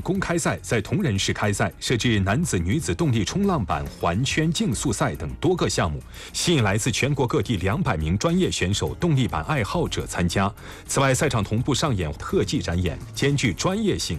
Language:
Chinese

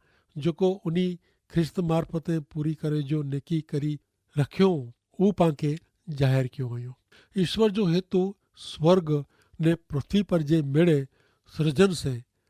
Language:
Kachhi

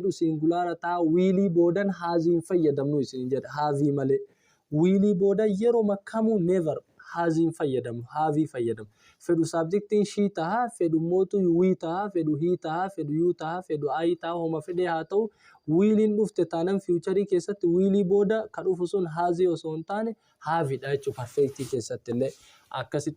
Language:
Oromo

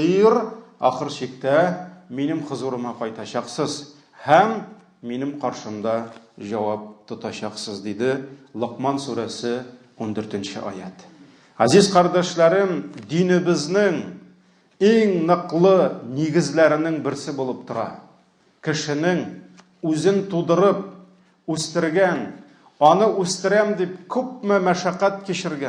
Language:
Tatar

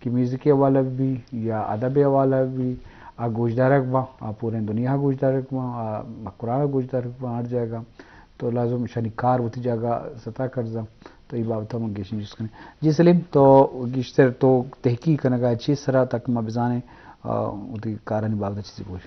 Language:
Eastern Balochi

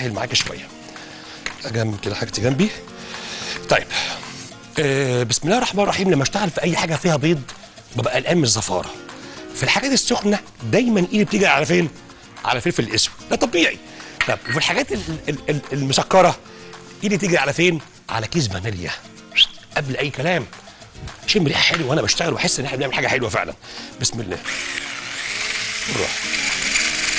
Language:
Egyptian Arabic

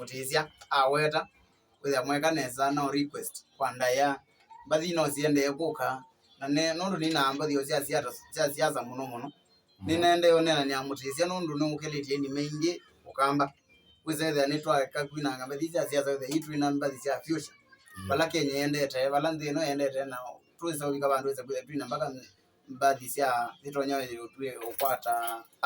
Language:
Kamba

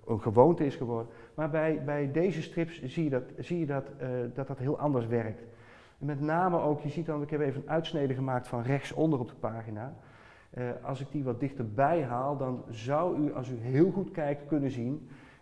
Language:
Dutch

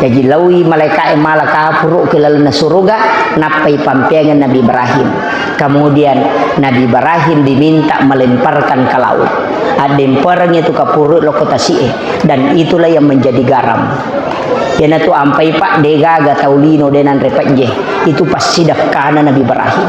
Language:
Buginese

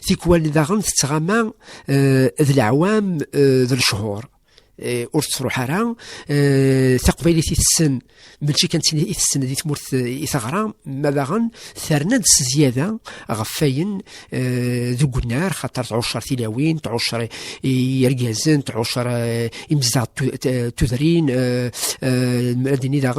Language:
Kabyle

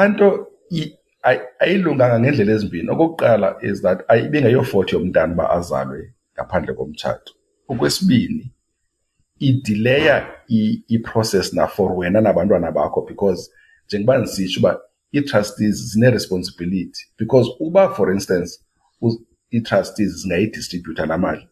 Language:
Xhosa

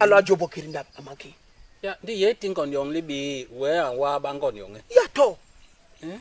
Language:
Basaa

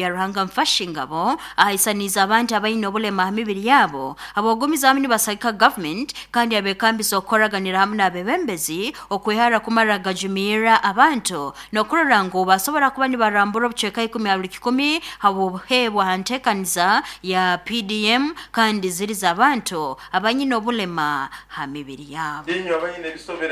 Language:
Nyoro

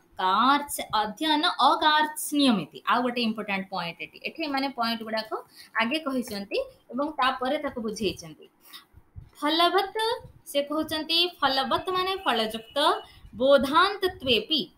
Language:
Odia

